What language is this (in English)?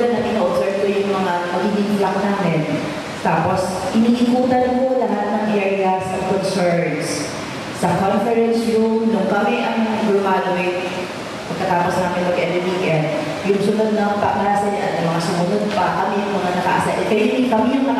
Filipino